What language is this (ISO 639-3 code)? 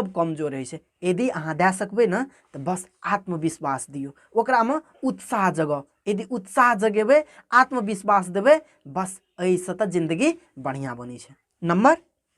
mai